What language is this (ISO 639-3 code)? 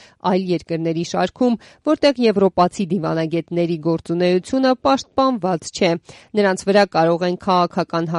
hye